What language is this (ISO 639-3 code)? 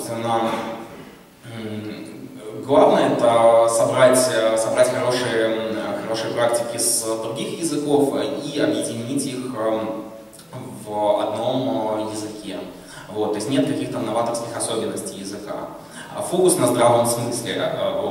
rus